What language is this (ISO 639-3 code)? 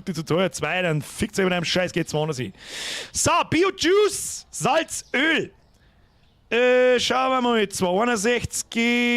bar